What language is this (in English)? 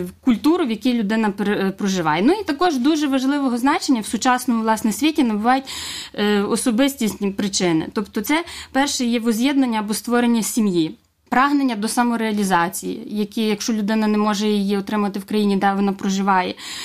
Ukrainian